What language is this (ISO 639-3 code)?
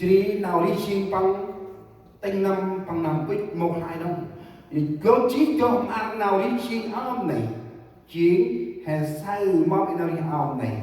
cmo